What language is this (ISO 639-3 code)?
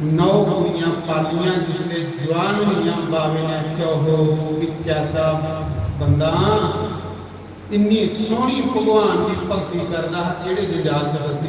doi